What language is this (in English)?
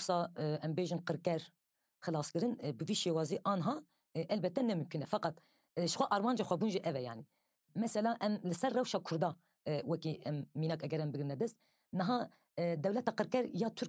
Kurdish